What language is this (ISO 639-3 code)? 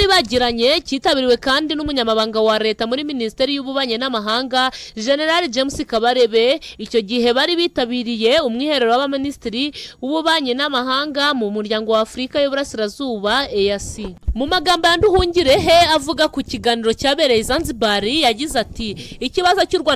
kin